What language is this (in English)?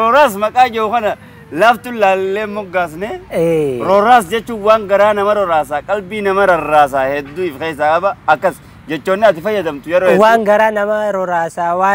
Oromo